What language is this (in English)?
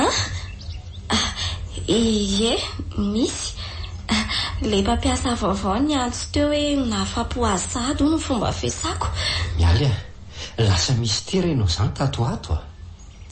Malagasy